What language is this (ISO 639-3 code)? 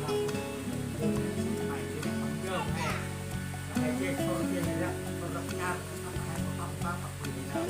cmo